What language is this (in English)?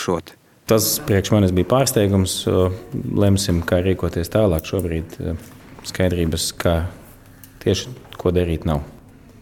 Latvian